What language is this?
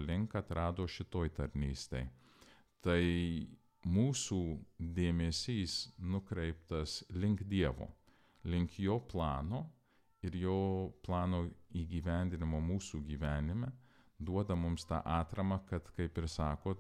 Lithuanian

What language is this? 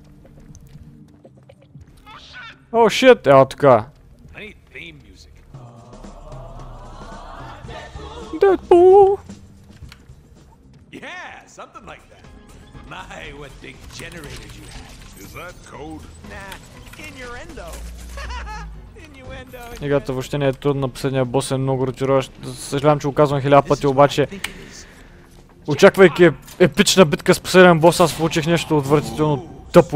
Bulgarian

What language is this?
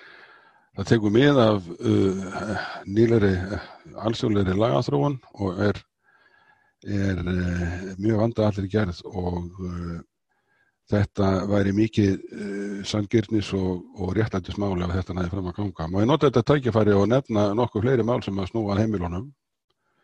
Icelandic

